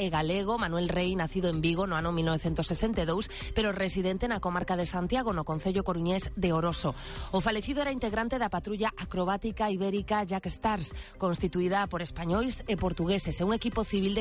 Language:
Galician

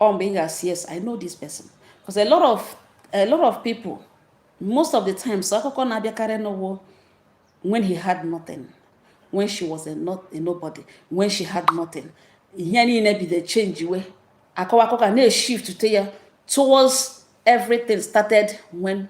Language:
Igbo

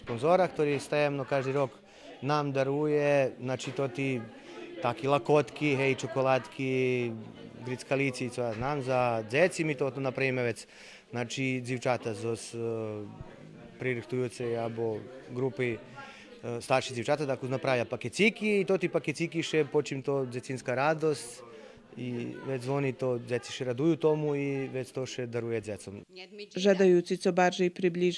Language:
Rusyn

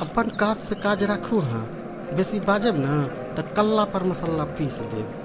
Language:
Maithili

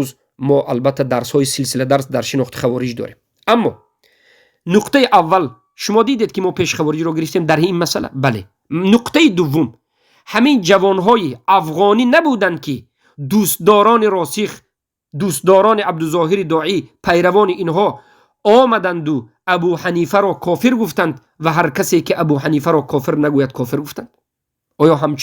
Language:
Tajik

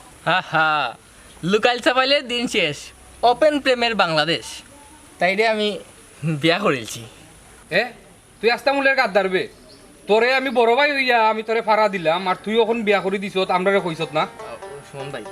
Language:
Sylheti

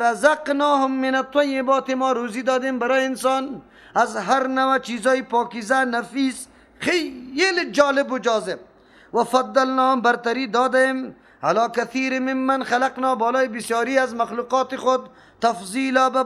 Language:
Persian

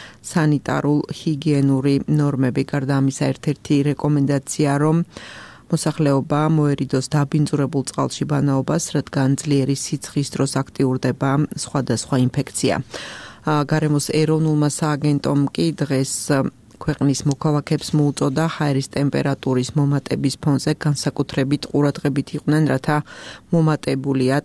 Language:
Georgian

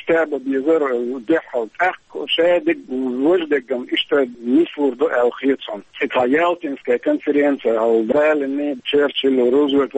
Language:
Chechen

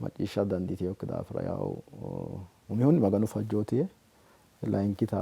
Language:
Sidamo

